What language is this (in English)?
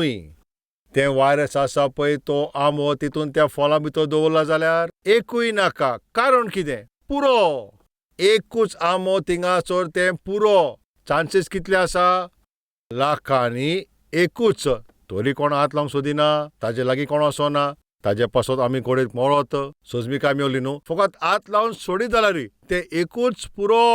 Konkani